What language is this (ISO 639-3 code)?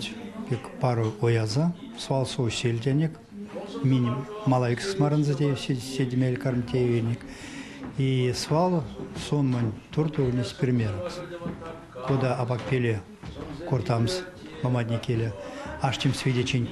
myv